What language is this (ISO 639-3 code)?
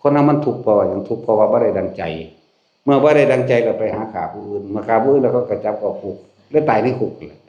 tts